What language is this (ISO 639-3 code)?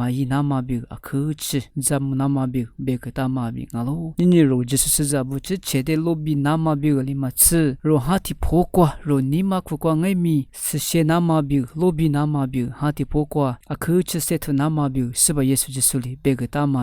lis